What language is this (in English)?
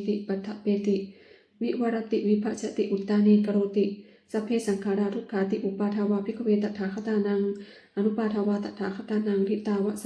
Pali